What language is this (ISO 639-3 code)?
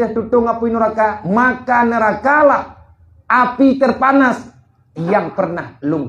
ace